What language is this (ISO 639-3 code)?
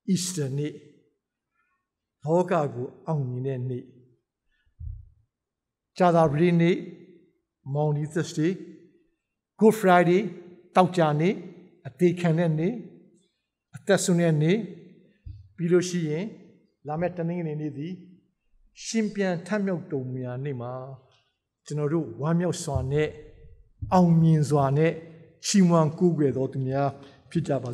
mya